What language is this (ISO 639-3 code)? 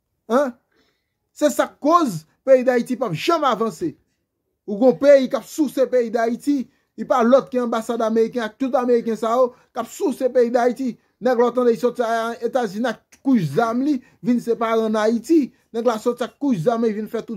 hat